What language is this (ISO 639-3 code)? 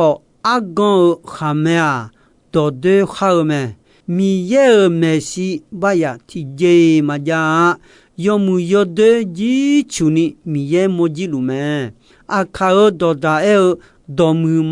ahk